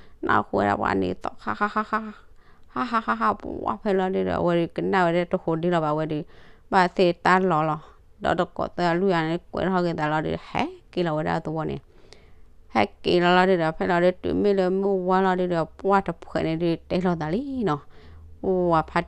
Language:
S'gaw Karen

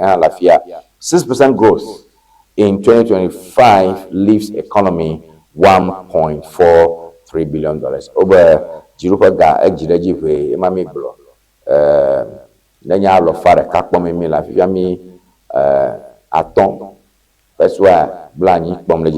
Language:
Ewe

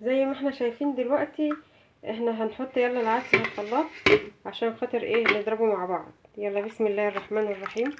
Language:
Egyptian Arabic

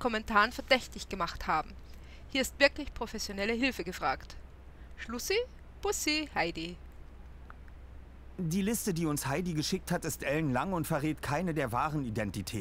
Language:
German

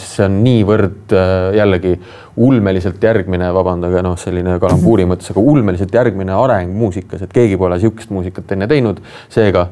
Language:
Estonian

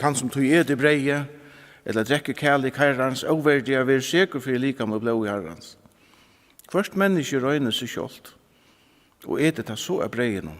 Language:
Faroese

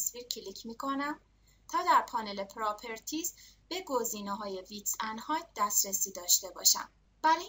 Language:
Persian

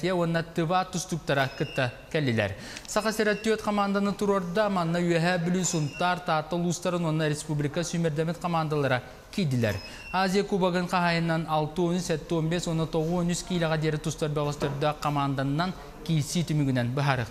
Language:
Yakut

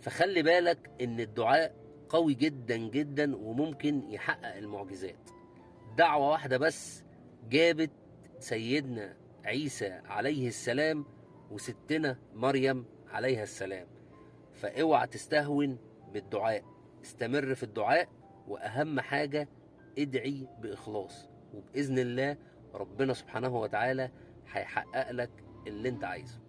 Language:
Egyptian Arabic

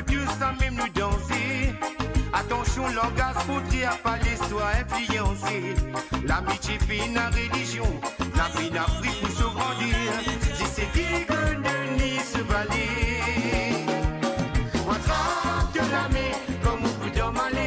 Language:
Morisyen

